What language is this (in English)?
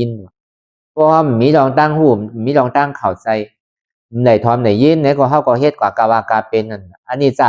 Shan